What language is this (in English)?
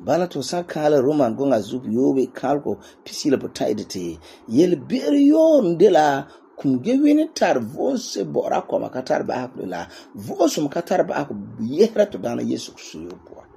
Frafra